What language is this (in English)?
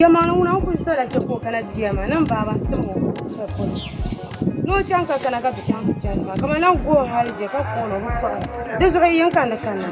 Dagbani